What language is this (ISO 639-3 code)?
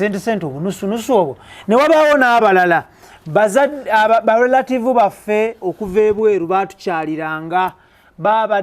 lug